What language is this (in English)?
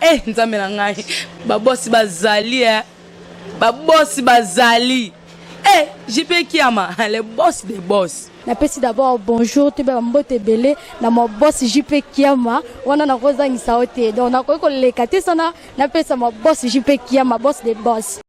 Lingala